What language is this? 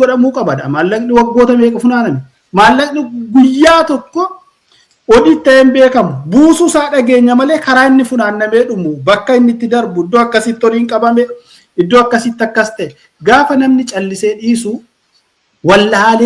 Oromo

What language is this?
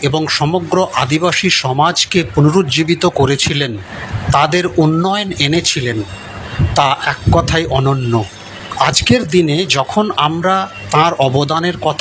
Bangla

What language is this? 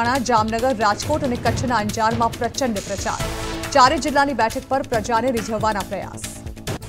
Gujarati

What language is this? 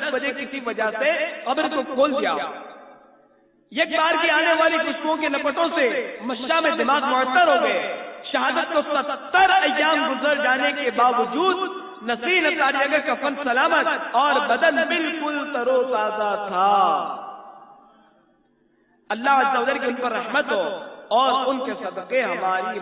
Urdu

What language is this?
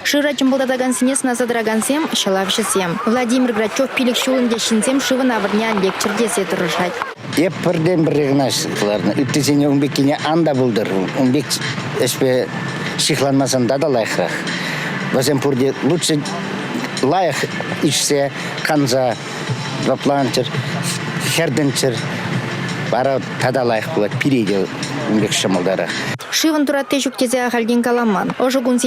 Chuvash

